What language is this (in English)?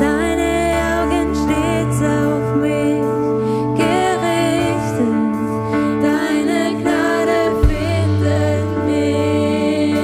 Swiss German